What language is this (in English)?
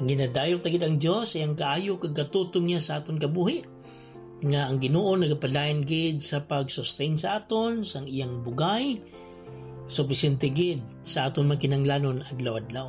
Hiligaynon